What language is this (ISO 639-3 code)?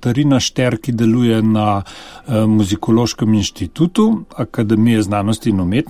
slv